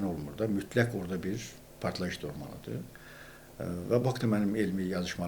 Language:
Azerbaijani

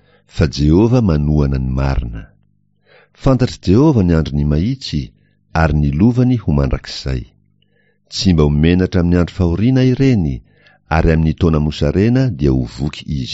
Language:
Malagasy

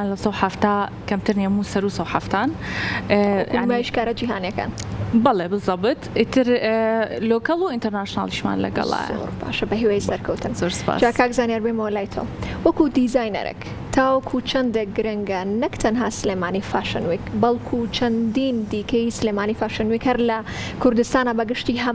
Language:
Central Kurdish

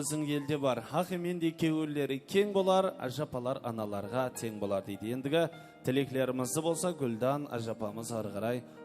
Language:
Kara-Kalpak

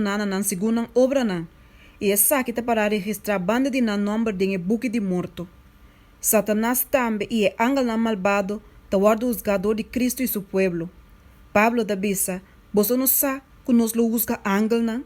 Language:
Papiamento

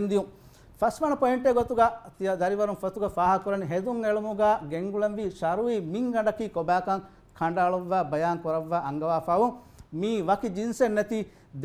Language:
Divehi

